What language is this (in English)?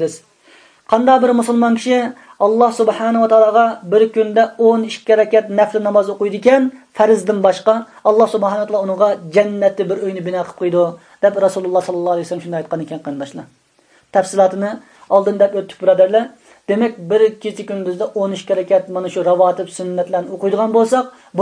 Uyghur